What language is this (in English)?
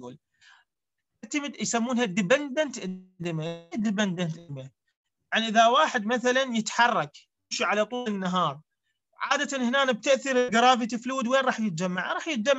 Mesopotamian Arabic